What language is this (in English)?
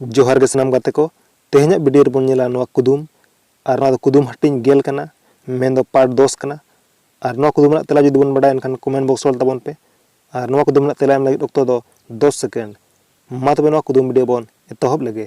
Santali